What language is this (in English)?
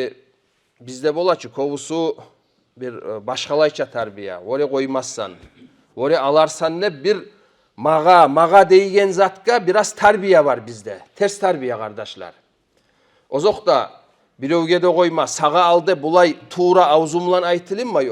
Kumyk